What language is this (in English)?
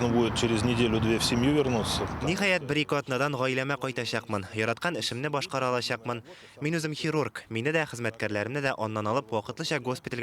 Tatar